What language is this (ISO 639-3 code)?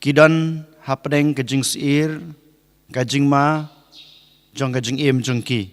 kha